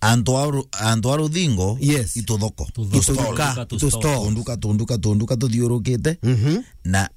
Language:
Meru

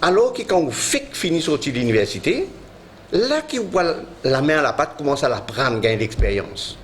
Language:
Morisyen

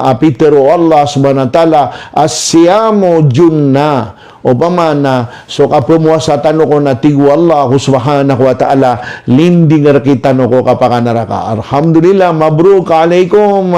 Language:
Maranao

